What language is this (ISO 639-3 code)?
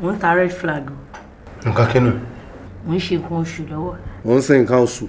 yor